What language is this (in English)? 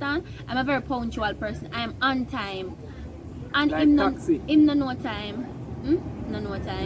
Jamaican Creole English